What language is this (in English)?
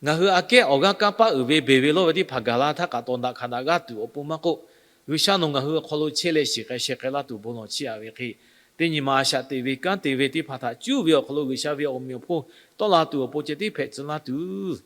Lahu